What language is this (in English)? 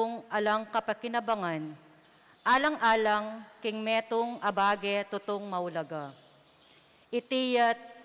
Pampanga